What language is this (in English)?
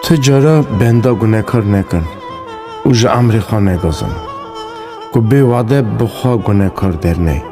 Kurdish